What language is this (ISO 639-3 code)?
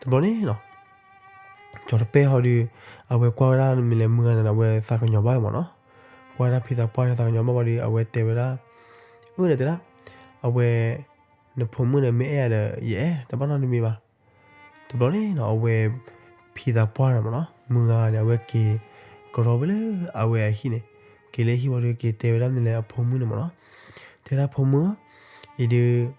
ksw